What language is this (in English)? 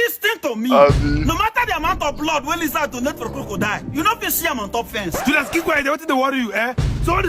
Nigerian Pidgin